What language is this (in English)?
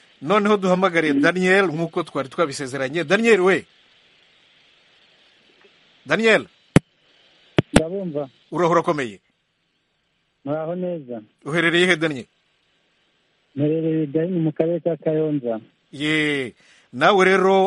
Kinyarwanda